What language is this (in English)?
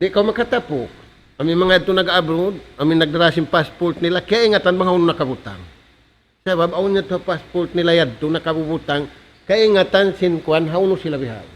Tausug